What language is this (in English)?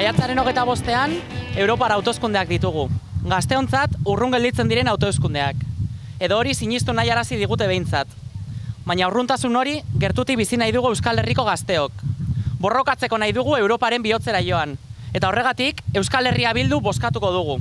Basque